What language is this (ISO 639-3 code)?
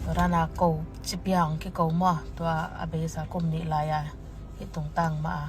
ctd